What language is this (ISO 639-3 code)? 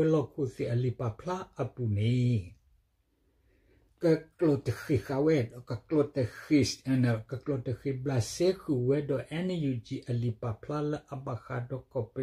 ksw